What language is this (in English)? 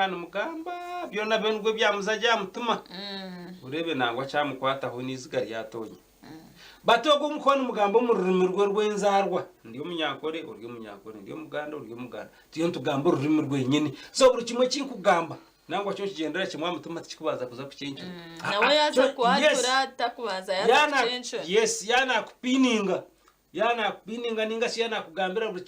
Nyankole